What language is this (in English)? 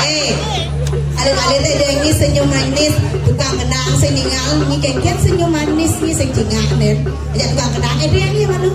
Balinese